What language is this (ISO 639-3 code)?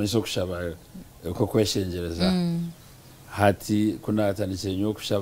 nyn